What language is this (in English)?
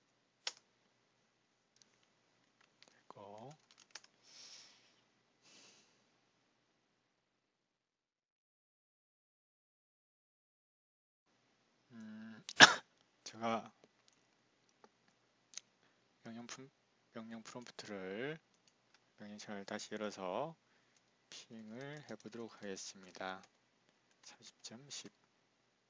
Korean